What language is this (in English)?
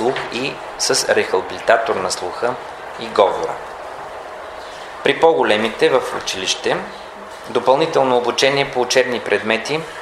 Bulgarian